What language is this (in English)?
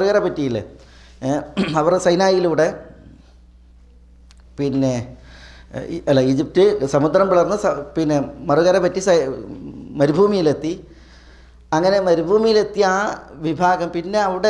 Malayalam